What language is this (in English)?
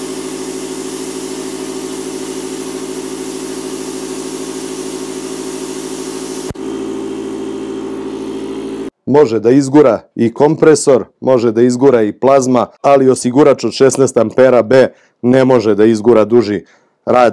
Serbian